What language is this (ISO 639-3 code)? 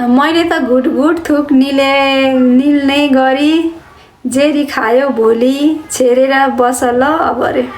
nep